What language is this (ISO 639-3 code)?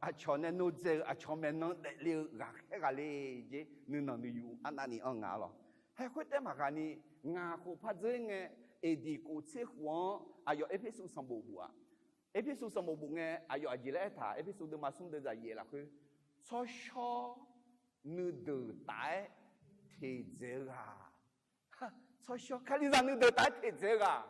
ahk